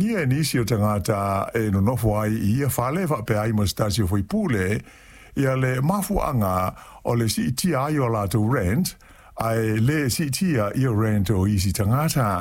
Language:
Samoan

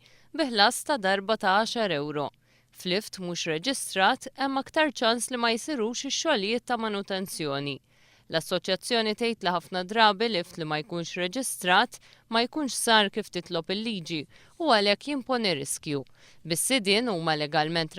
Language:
Maltese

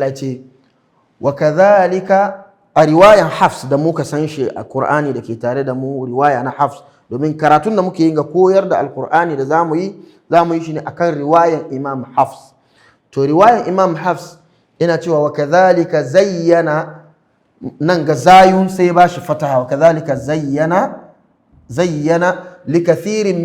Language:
Hausa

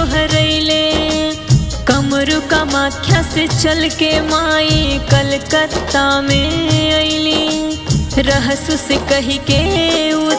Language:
Bhojpuri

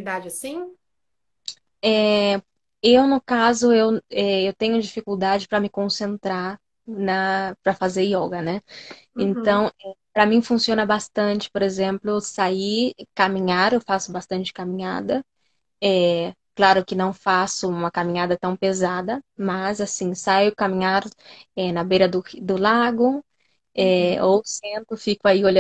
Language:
Portuguese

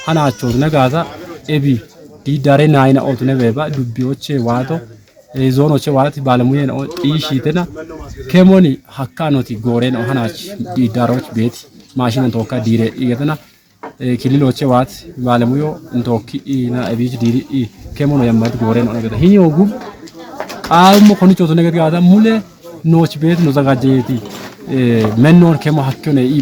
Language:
Kafa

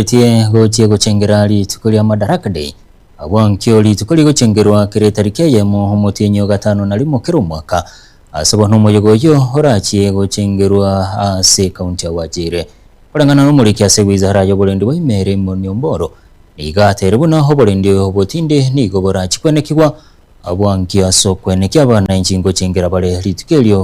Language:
Gusii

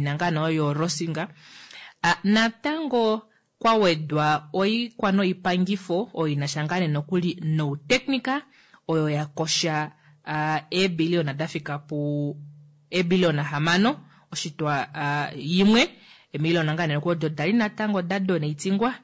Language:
Kuanyama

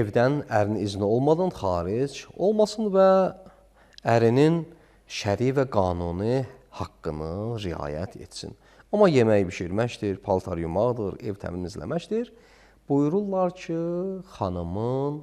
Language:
Azerbaijani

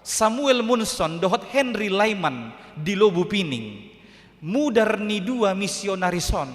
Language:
Batak Toba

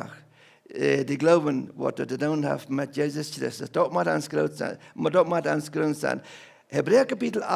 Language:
Plautdietsch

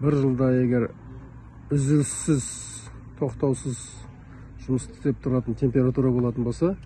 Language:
Kazakh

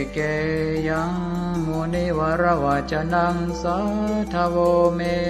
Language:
Pali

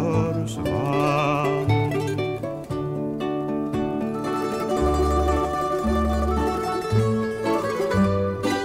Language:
Swedish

